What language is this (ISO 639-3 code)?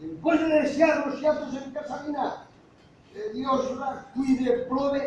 ast